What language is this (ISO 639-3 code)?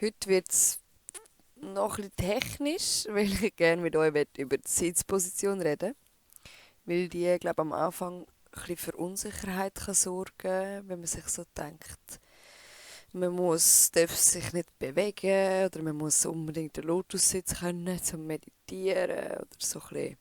gsw